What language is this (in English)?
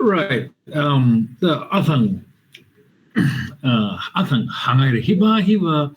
Tangkhul Naga (India)